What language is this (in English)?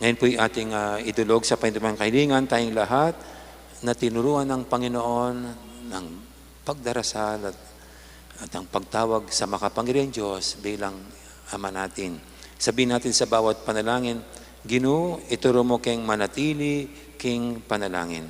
Pampanga